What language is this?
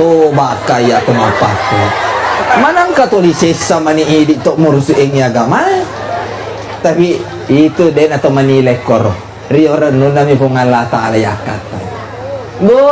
Buginese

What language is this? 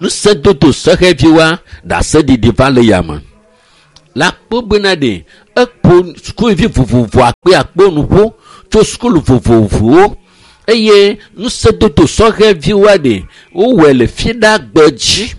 Ewe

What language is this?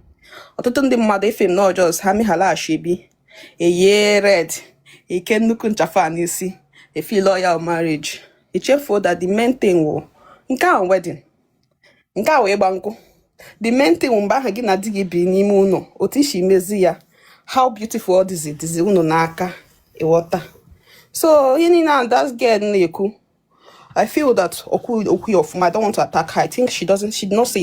Igbo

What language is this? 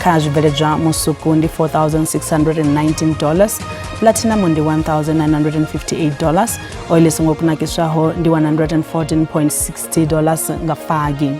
Venda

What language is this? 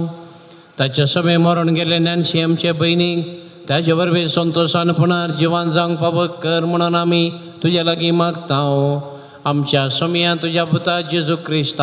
Konkani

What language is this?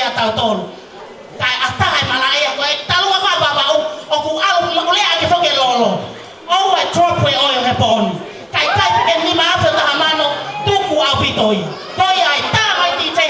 Tongan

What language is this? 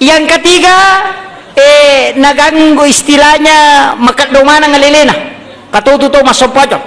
Buginese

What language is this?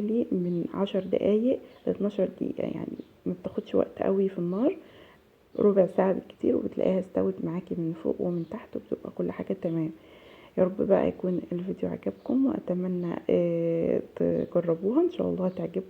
Egyptian Arabic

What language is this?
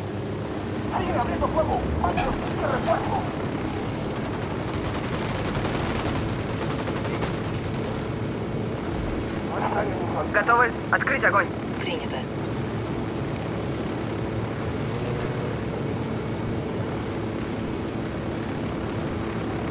Russian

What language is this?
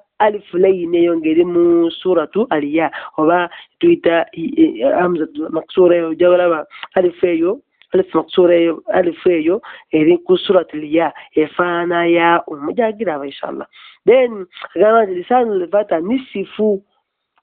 Ganda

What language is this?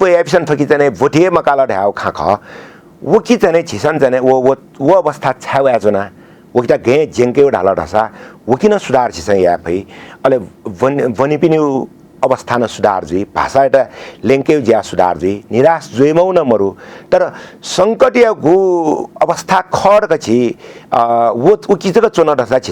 Newari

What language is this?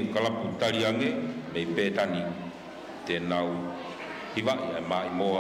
Tongan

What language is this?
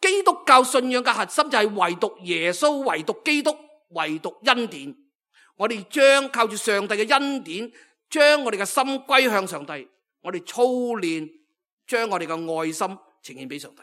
Cantonese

